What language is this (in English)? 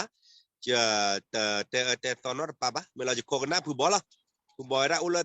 S'gaw Karen